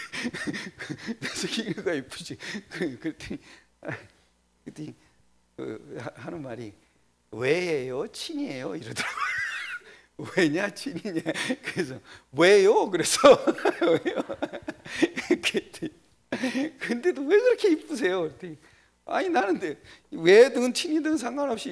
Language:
Korean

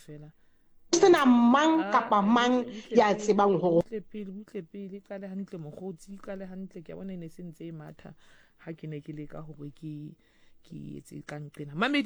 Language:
Southern Sotho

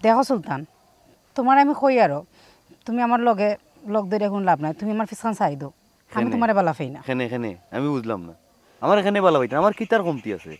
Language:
Sylheti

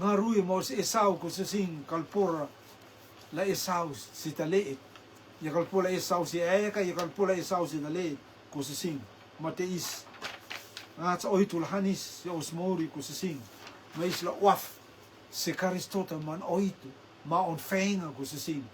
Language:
Rotuman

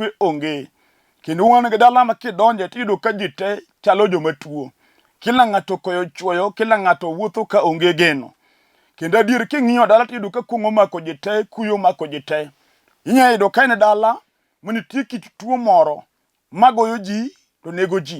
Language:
Luo (Kenya and Tanzania)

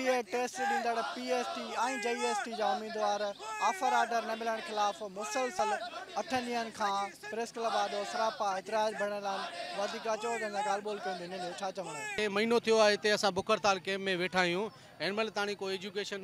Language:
Sindhi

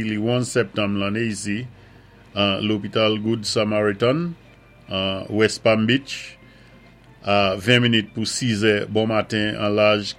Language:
Saint Lucian Creole French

